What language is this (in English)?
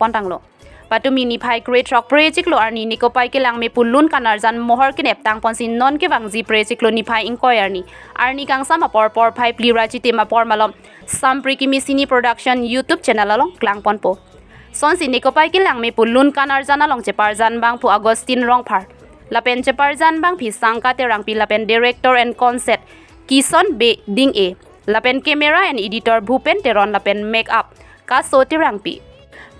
Karbi